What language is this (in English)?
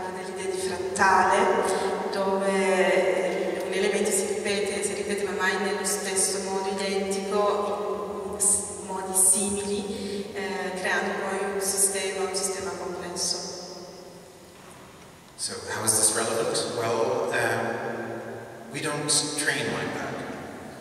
Italian